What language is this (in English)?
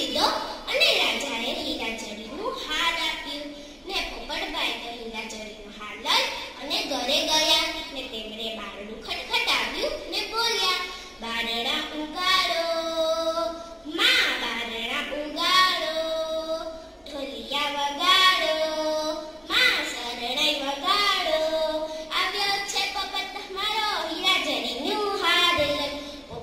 Gujarati